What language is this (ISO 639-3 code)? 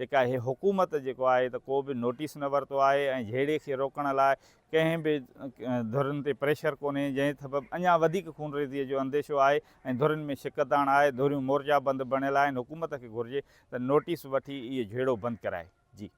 snd